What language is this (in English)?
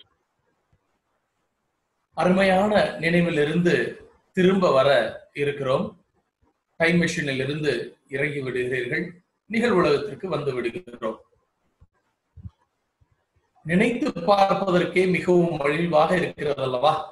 Tamil